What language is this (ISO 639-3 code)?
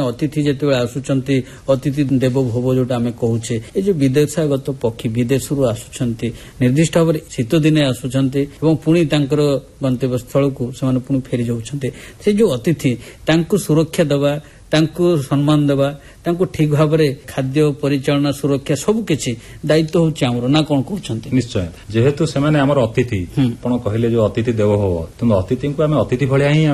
ori